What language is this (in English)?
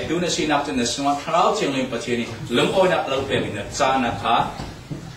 Falam Chin